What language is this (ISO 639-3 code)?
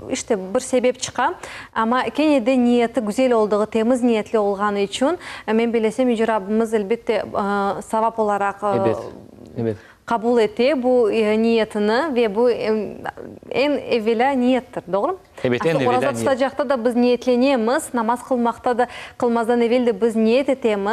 crh